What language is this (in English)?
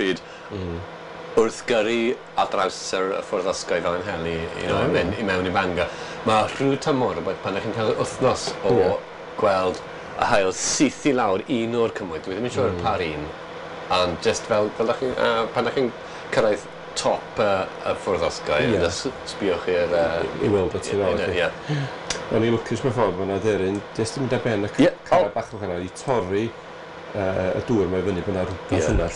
Welsh